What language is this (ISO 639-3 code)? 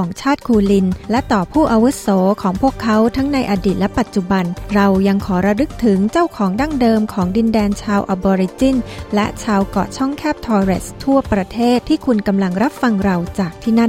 tha